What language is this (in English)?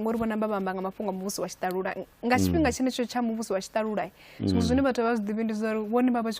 Venda